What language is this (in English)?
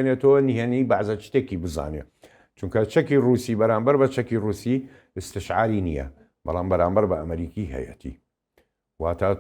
Central Kurdish